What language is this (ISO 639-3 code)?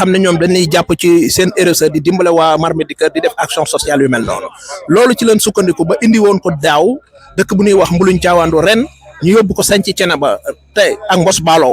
wol